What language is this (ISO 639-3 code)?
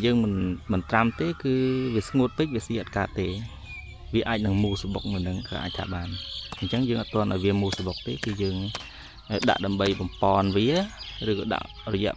khm